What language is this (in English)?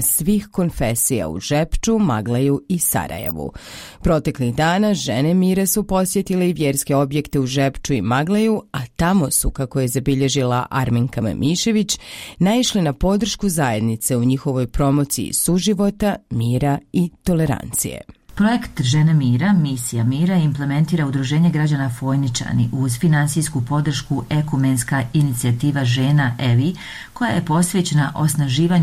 Bosnian